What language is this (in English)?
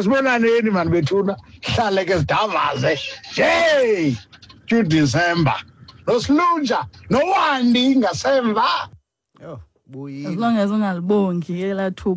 Xhosa